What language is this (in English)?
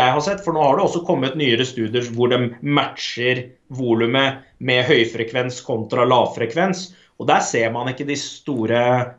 Norwegian